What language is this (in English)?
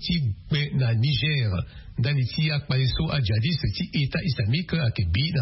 Sango